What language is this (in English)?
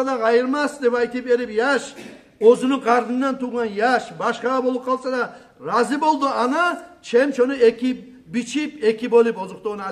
Kumyk